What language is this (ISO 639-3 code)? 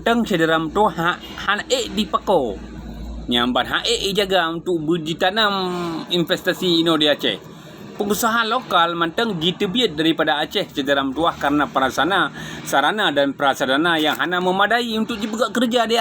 ace